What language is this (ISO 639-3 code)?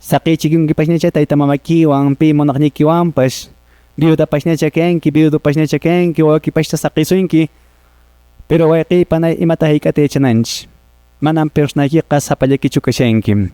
que